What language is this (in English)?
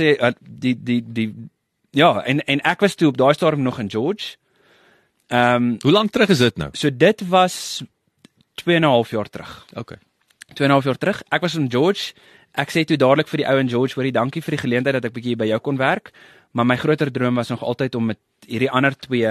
Afrikaans